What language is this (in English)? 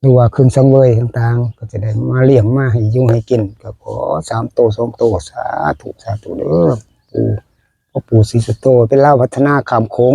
Northeastern Thai